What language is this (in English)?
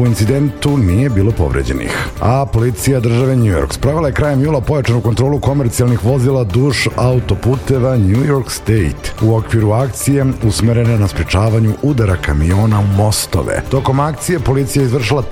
Serbian